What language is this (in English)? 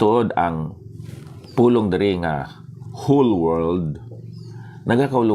Hiligaynon